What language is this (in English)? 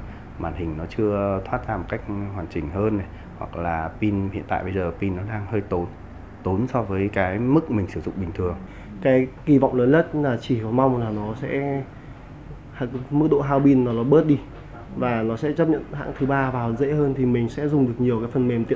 Vietnamese